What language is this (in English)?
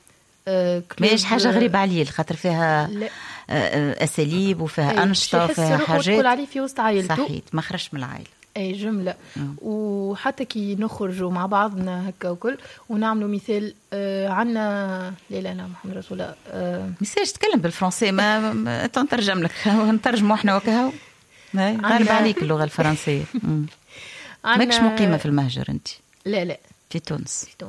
Tunisian Arabic